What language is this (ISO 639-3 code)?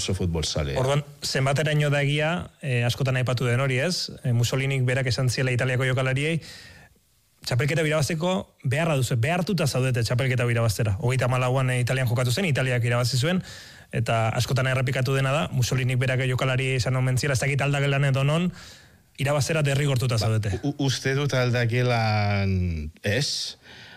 eus